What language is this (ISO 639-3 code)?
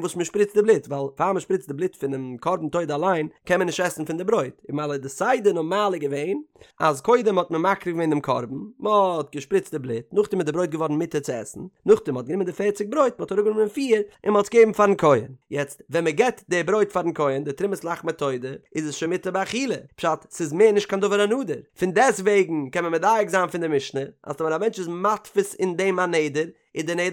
yid